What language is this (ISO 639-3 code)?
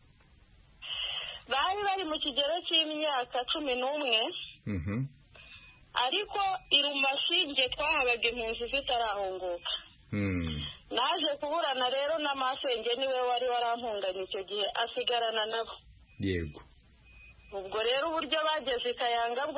kin